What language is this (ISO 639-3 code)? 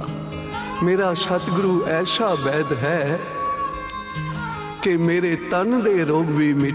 pan